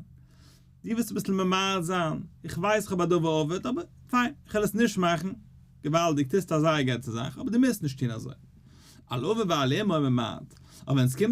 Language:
Yiddish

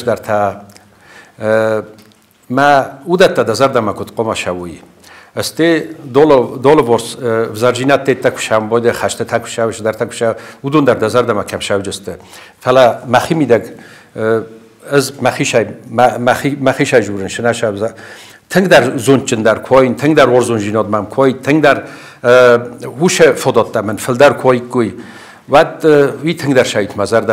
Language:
Ossetic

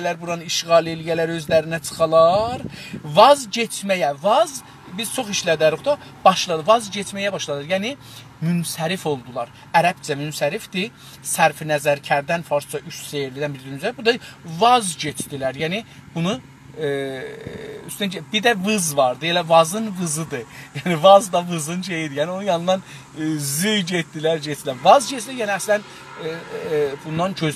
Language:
South Azerbaijani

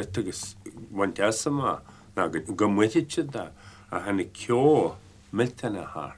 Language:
Irish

